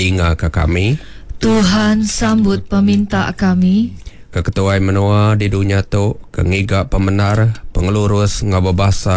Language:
Iban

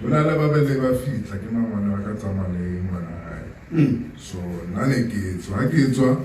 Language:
Southern Sotho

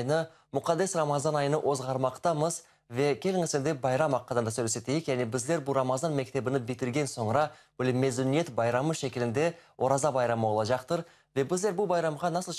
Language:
Crimean Tatar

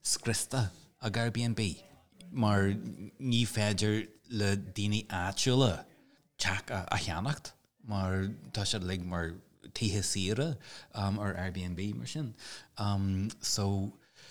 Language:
Irish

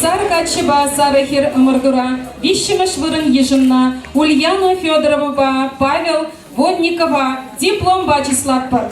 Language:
Chuvash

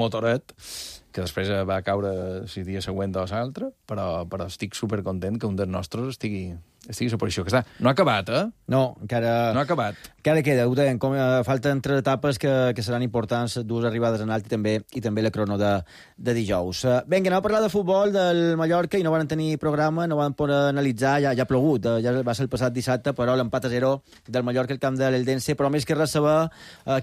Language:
Catalan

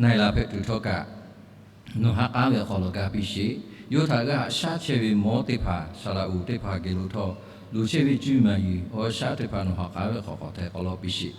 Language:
Lahu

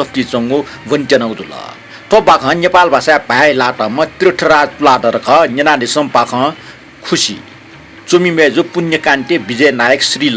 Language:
Newari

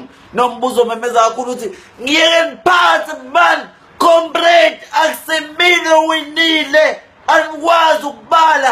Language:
Zulu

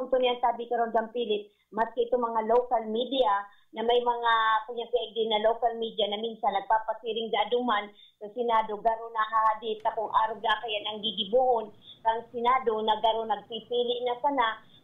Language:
Bikol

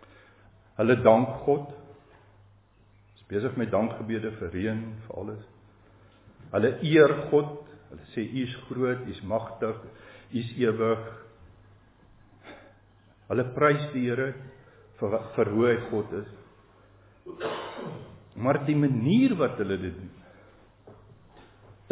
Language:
Afrikaans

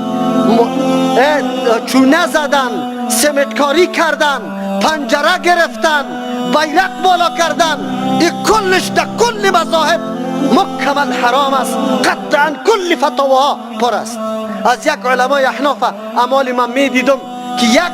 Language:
Persian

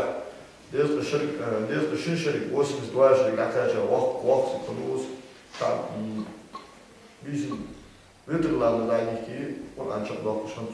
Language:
Ingush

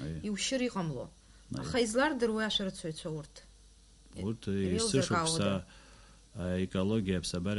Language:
Abkhazian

